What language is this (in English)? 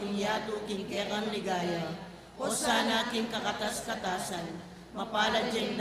Pampanga